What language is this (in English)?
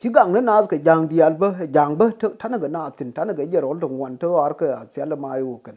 Nuer